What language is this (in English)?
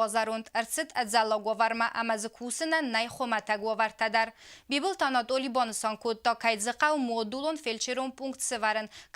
Ossetic